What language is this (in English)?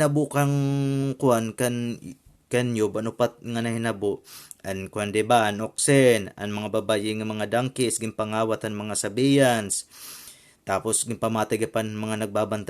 Waray